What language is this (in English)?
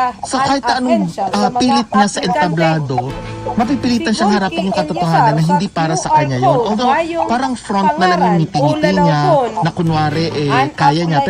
Bikol